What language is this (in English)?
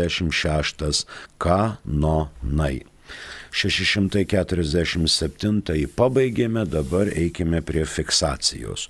Lithuanian